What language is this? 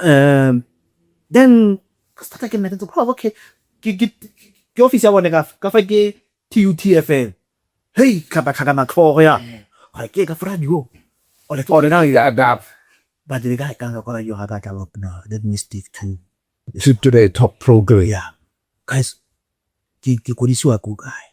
Tswana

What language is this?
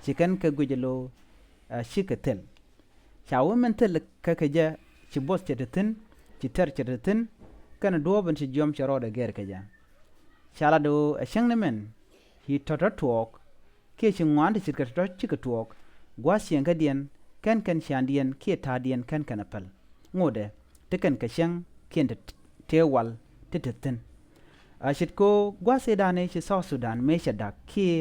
Nuer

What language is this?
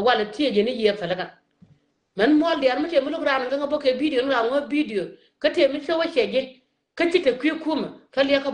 Nuer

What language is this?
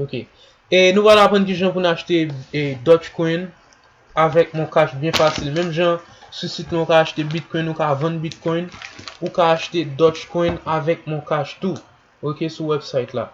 Haitian Creole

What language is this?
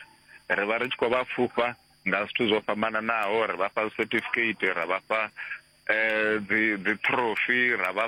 Venda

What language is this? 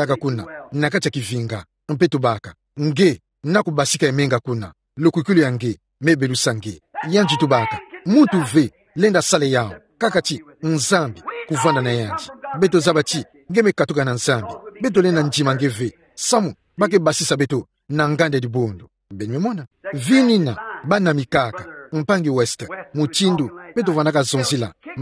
Kituba (Democratic Republic of Congo)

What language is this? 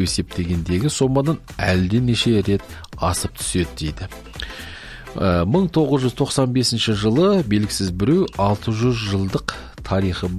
Kazakh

